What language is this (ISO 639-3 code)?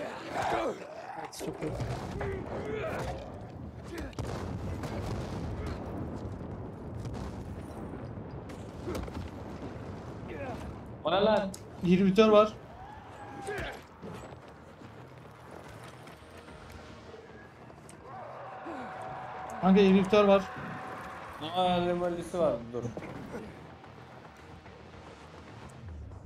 tur